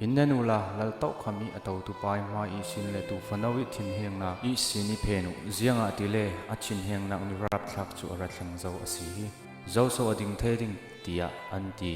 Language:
Falam Chin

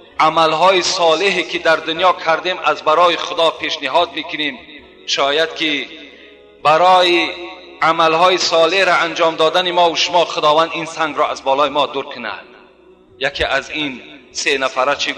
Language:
Tajik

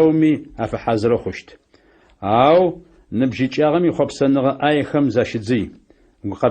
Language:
Adyghe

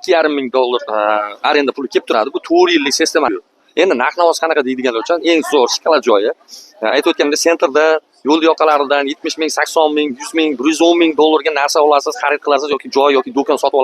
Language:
Uzbek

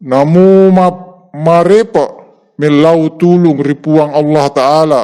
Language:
Buginese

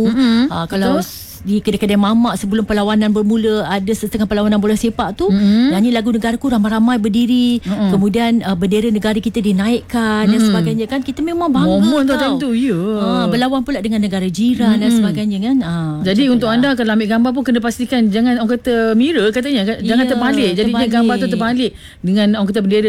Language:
Malay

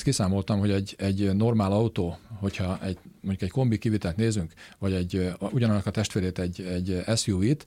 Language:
Hungarian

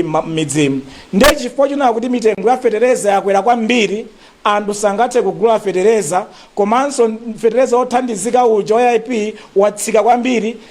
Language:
Nyanja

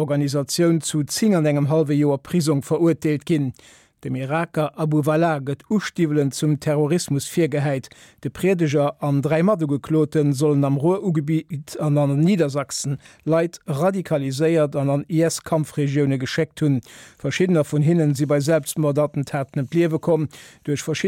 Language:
Luxembourgish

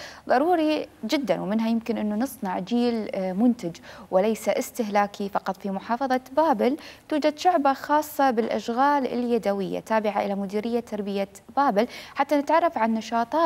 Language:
Mesopotamian Arabic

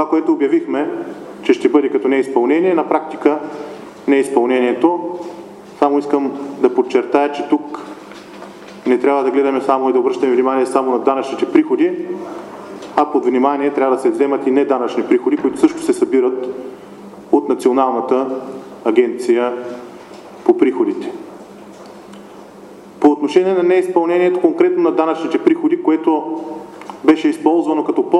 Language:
Bulgarian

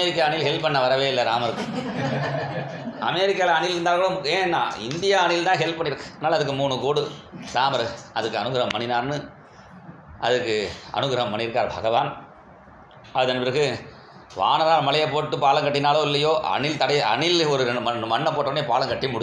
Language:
Tamil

